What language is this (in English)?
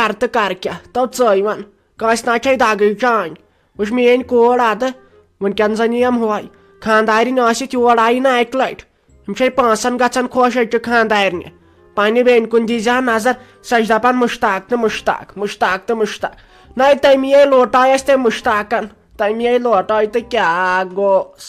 Kashmiri